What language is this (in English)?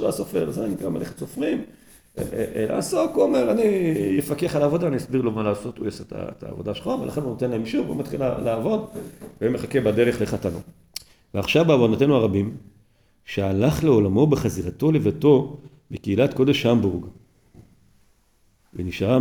Hebrew